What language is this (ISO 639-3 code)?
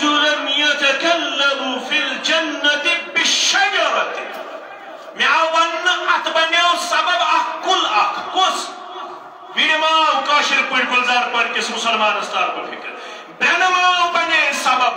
kas